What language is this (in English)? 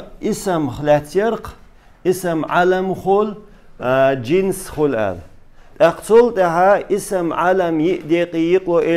Chechen